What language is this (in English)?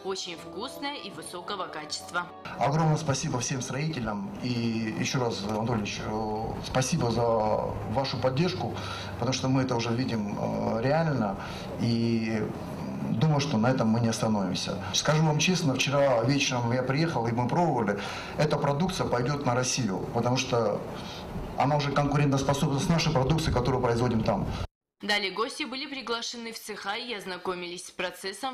Russian